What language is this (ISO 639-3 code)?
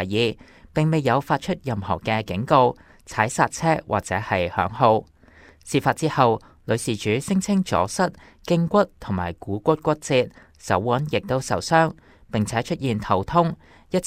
yue